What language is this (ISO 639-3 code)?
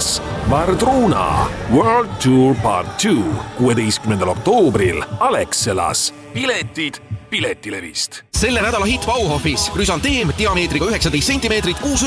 est